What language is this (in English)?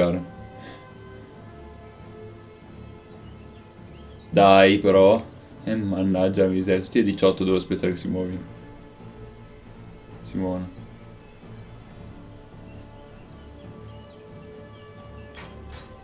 Italian